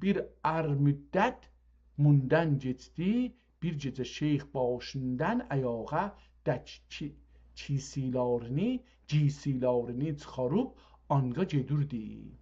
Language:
South Azerbaijani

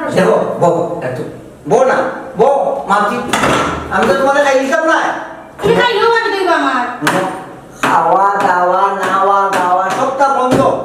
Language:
Sylheti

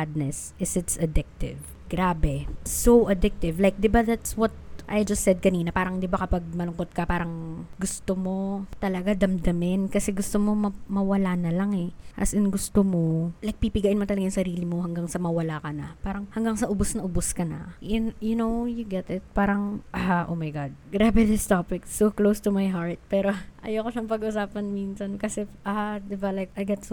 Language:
Filipino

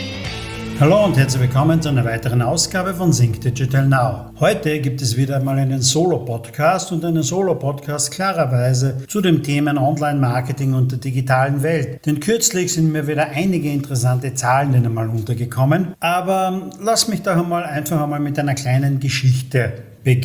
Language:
German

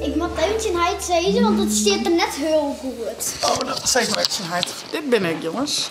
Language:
Western Frisian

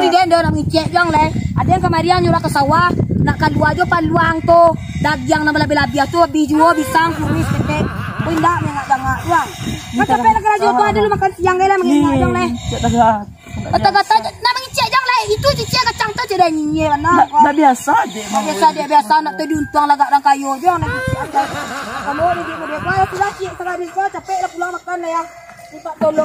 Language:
Minangkabau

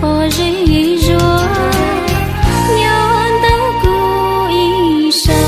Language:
Hmong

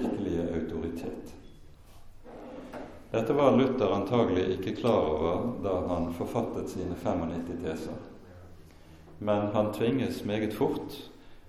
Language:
Norwegian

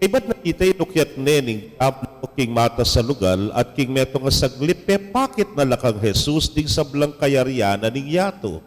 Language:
Pampanga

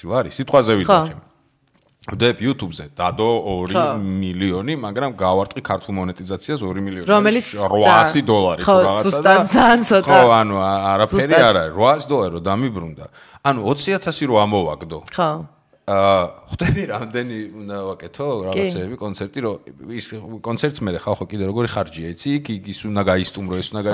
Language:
Georgian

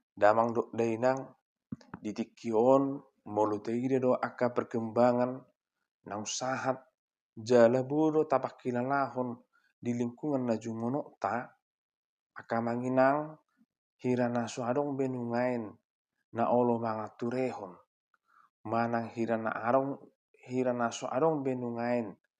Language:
Batak Toba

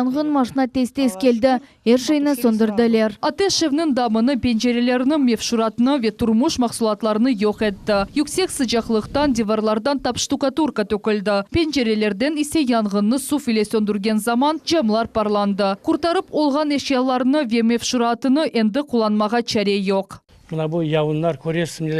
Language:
Crimean Tatar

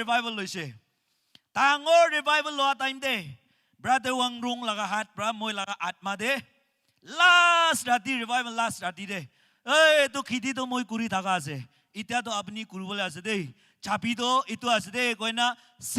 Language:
Naga Pidgin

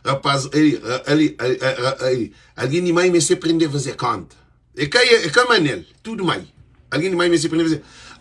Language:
Kabuverdianu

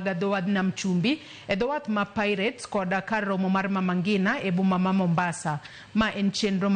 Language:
Luo (Kenya and Tanzania)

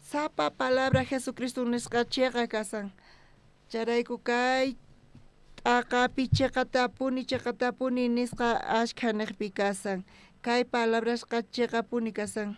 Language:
South Bolivian Quechua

